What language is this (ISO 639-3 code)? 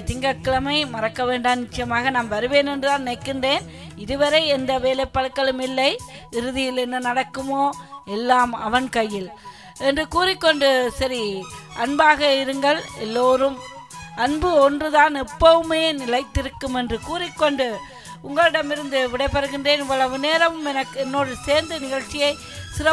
tam